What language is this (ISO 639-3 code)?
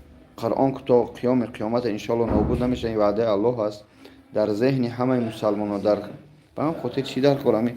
tgk